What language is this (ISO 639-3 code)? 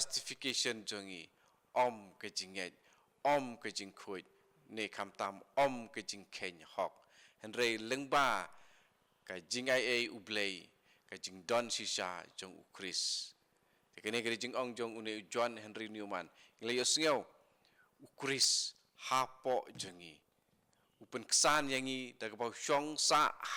kha